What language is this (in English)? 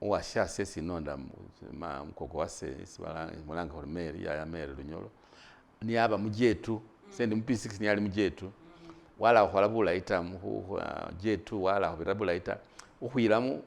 Masaaba